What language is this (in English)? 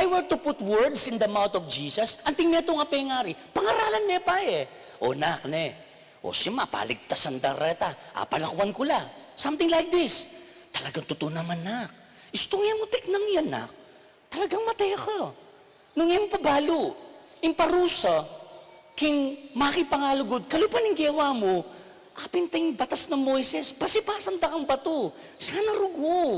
Pampanga